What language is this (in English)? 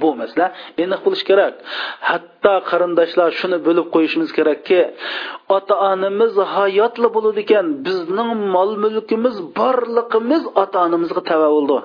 Uyghur